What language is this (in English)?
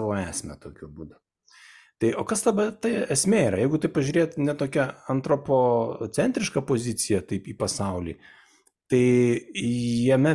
Lithuanian